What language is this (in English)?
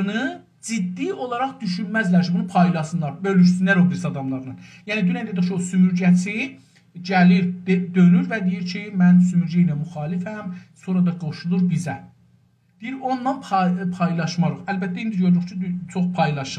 South Azerbaijani